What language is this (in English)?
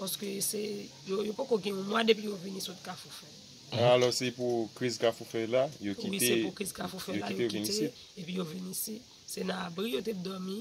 Haitian Creole